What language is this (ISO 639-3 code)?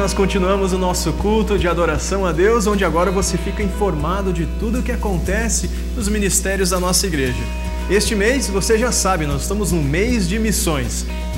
por